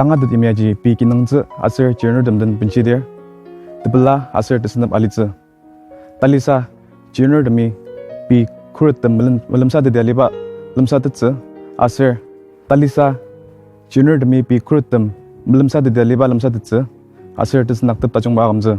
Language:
Ao Naga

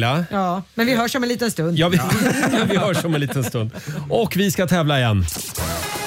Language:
Swedish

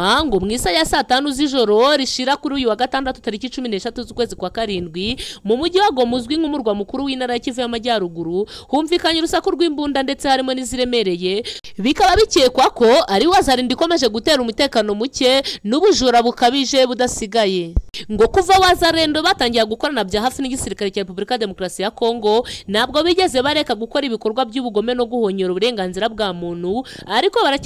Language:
Kinyarwanda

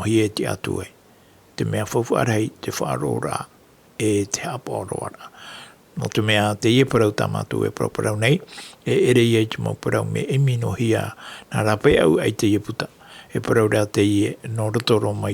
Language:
Tahitian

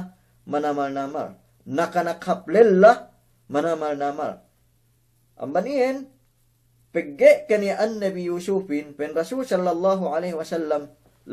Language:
Yakan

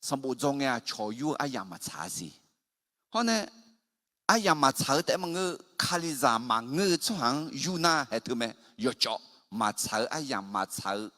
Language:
Akha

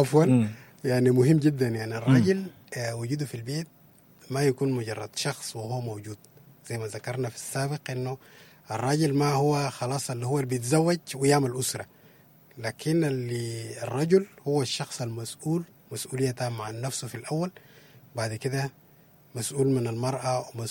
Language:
Sudanese Arabic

